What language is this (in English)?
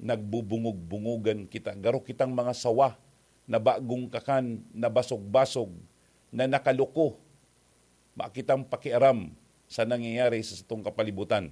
Bikol